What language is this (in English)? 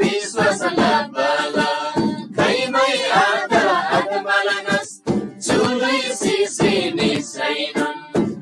Eastern Tamang